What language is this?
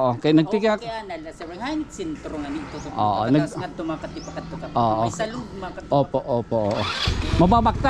Waray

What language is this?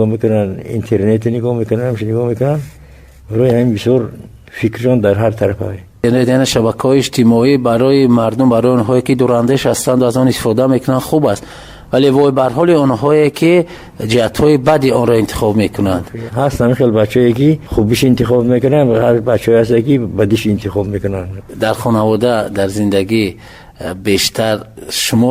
Tajik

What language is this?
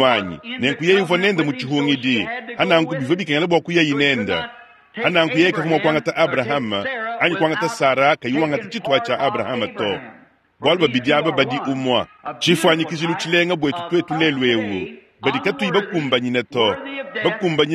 Luba-Lulua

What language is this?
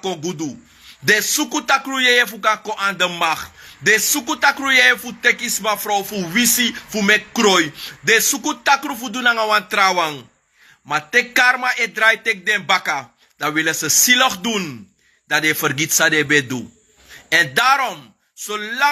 Sranan Tongo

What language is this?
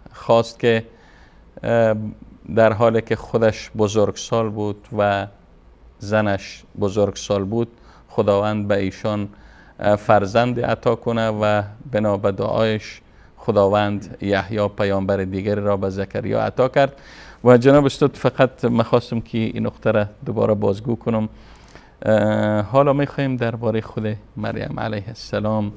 Persian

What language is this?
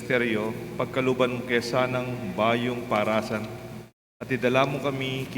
Pampanga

